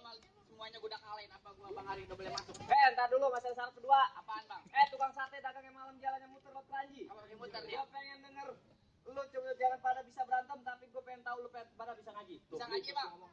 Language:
Betawi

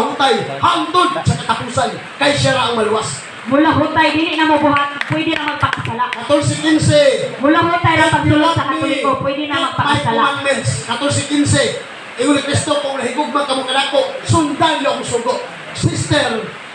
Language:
Cebuano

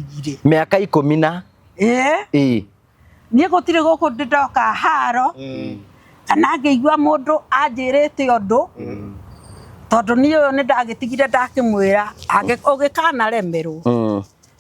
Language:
Kikuyu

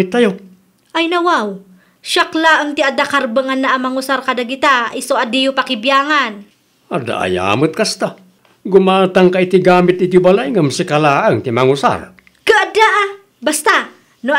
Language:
Iloko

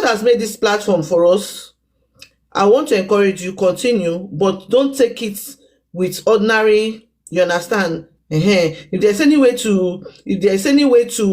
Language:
Nigerian Pidgin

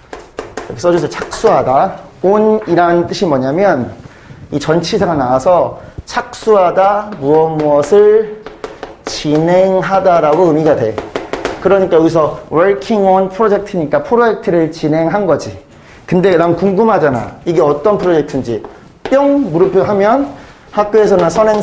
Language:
Korean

